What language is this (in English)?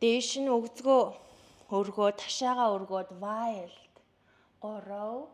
Mongolian